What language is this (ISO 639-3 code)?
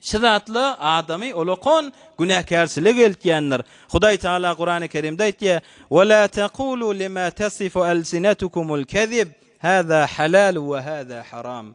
tuk